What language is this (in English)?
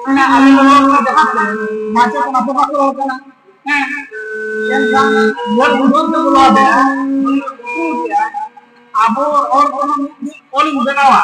Santali